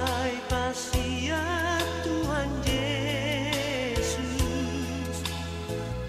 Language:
Batak Toba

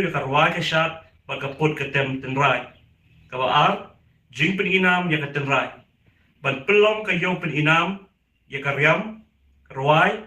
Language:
Khasi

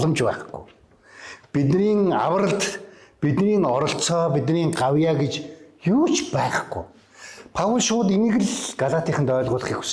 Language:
Mongolian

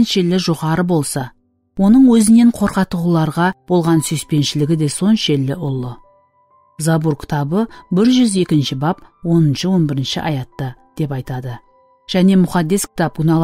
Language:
Kara-Kalpak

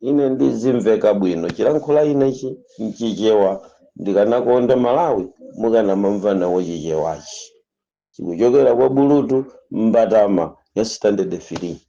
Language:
Nyanja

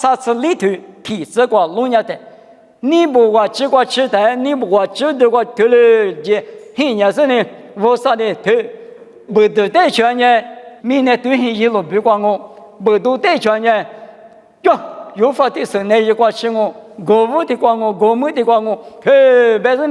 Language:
Lisu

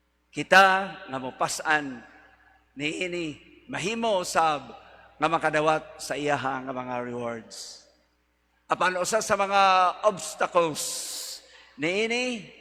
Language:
Cebuano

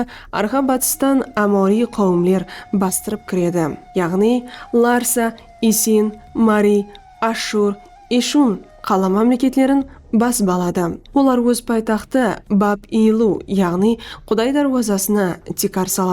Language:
Kara-Kalpak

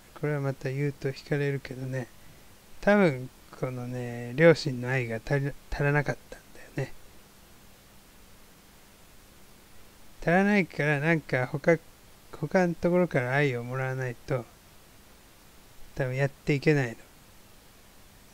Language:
Japanese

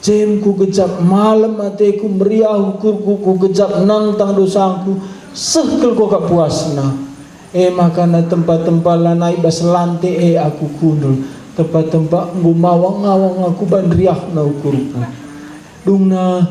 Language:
Batak Karo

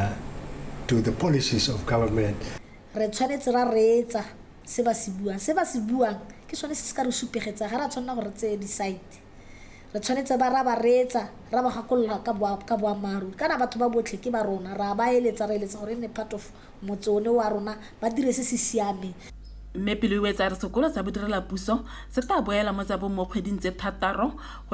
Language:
Tswana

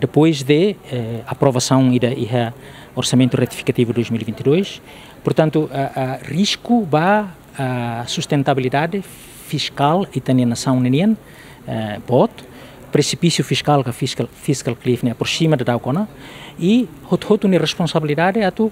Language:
Tetum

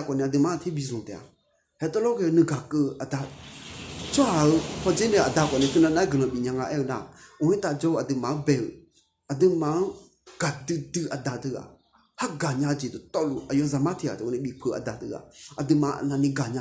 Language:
Akha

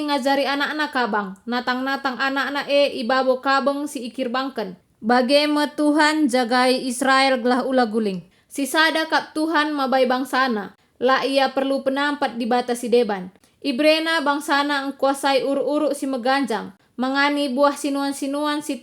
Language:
Batak Karo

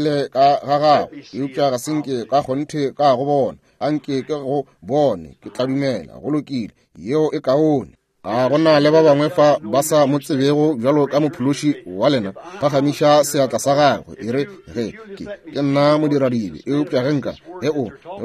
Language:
Northern Sotho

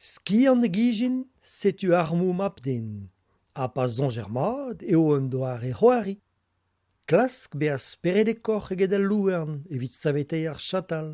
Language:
Breton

